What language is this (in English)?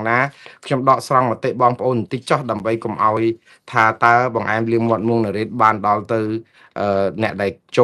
Khmer